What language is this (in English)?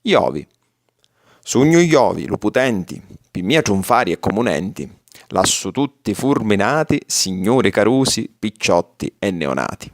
Sicilian